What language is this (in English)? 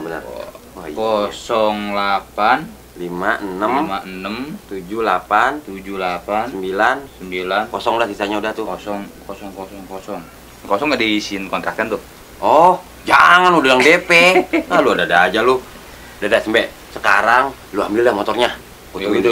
Betawi